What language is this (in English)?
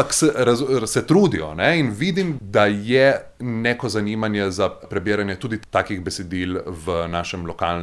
Slovenian